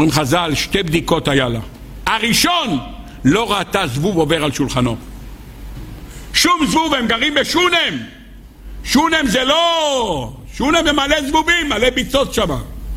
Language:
Hebrew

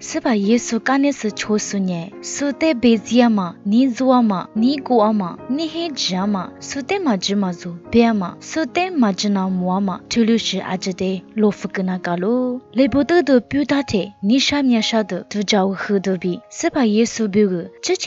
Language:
Lisu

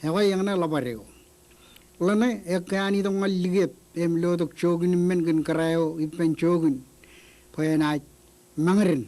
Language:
Marshallese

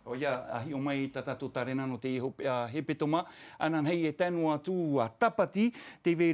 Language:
Tahitian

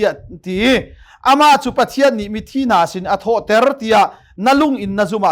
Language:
Hakha Chin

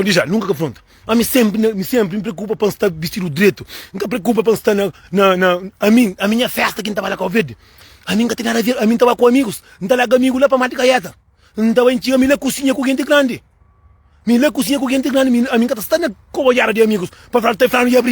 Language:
Kabuverdianu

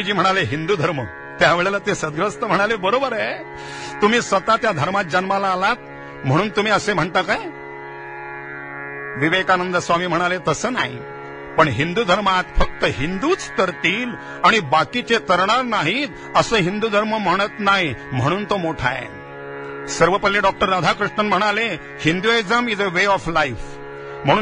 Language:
Marathi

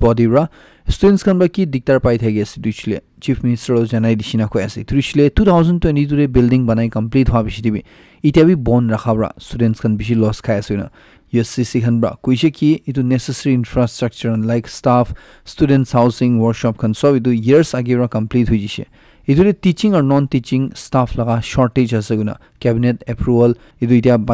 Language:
Naga Pidgin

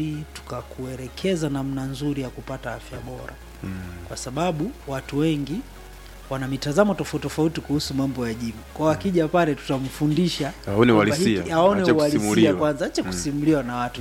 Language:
Swahili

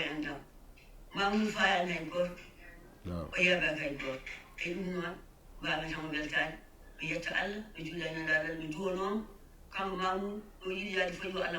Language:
Fula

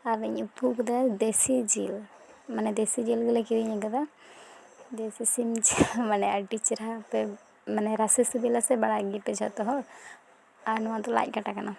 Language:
Santali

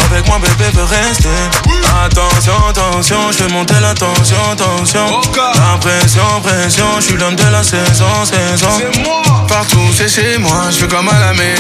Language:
French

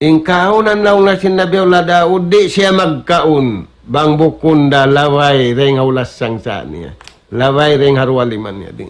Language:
Tausug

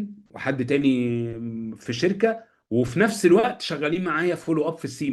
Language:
Egyptian Arabic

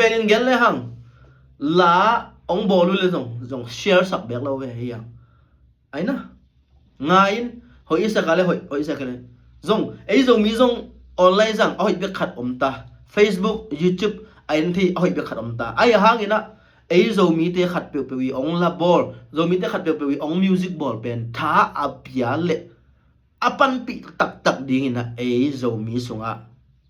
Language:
Tedim Chin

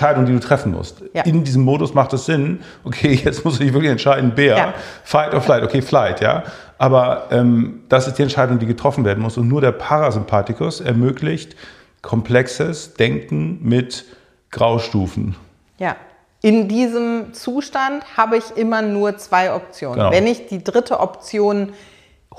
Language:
German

